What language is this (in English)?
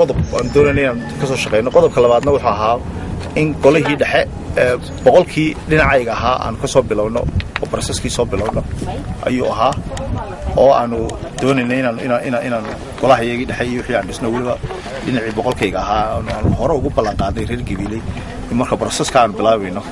Somali